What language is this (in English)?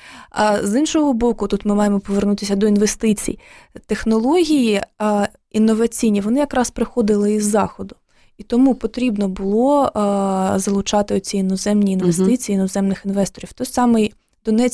Ukrainian